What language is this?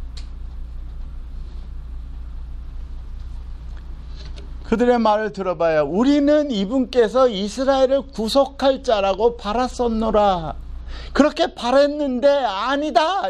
Korean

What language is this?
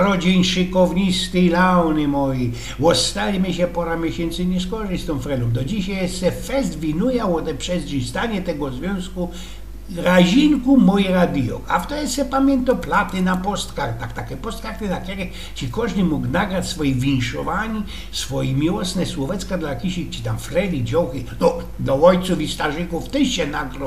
Silesian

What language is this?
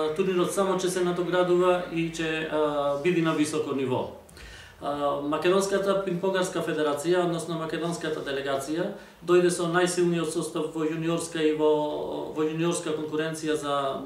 Macedonian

